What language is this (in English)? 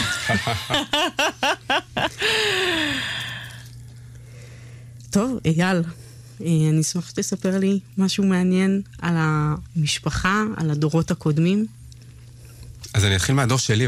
Hebrew